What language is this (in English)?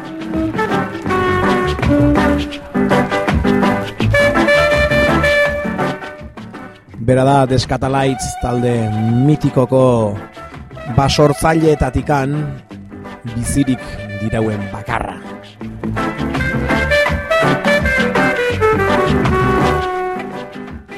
Basque